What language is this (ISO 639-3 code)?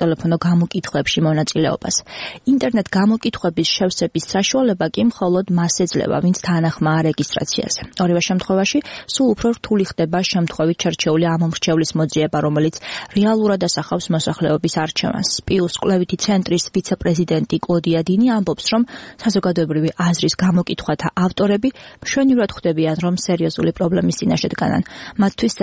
kat